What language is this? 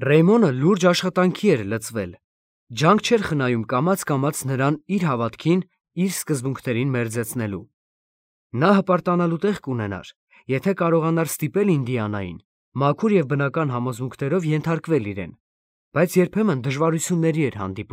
Armenian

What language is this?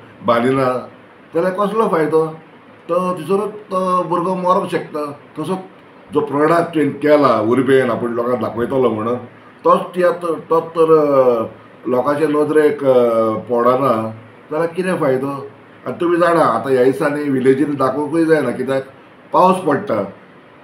Konkani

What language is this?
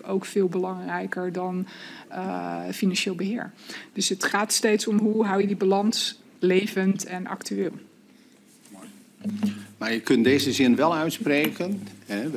Dutch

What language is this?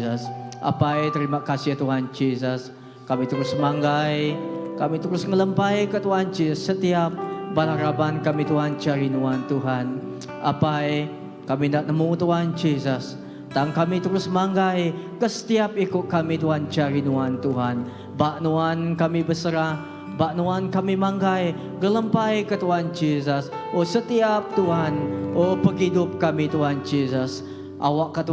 Iban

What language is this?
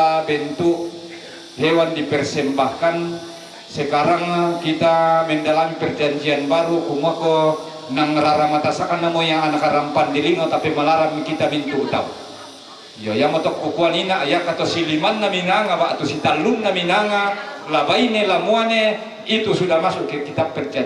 Toraja-Sa'dan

